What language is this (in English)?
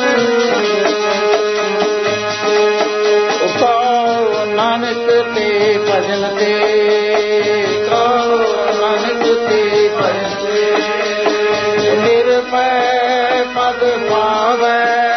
Punjabi